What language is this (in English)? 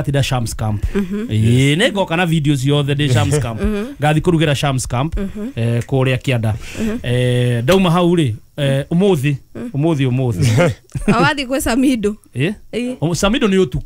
Kikuyu